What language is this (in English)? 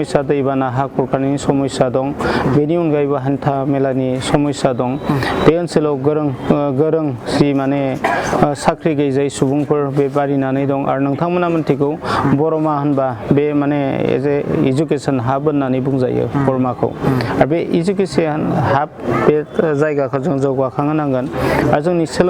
Bodo